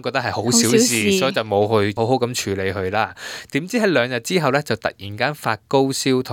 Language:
Cantonese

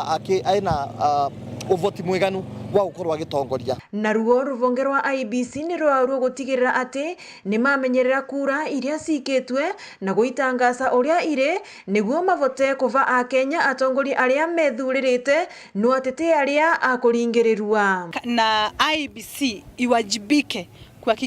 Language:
Meru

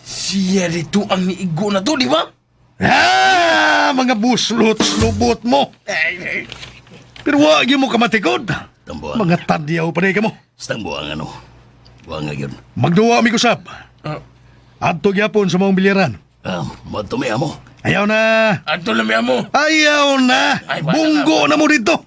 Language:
Cebuano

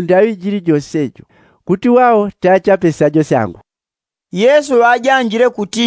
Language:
Yao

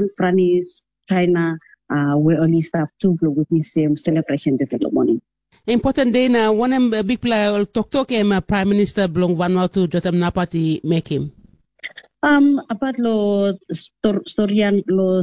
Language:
Bislama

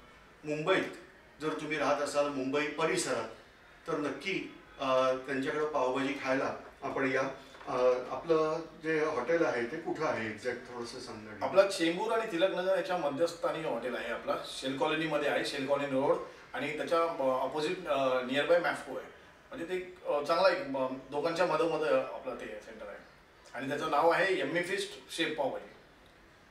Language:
Marathi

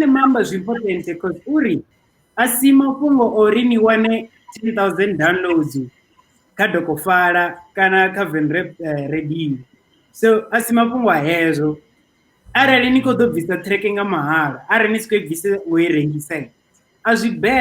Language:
Venda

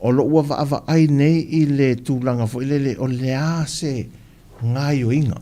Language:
Samoan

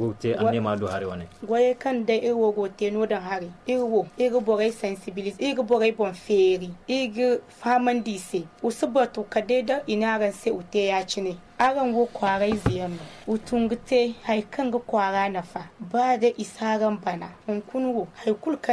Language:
Zarma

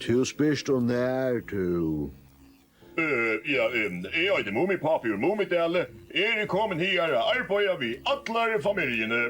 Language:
Faroese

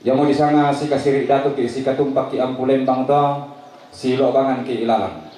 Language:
Toraja-Sa'dan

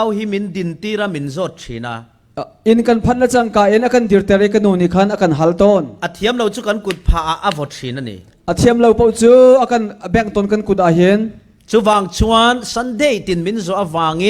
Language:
Falam Chin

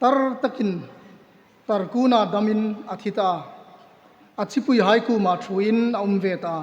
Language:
Hmar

